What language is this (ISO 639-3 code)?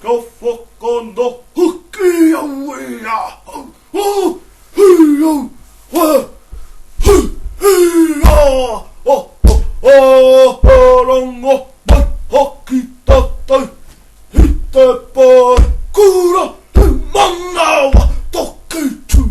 mri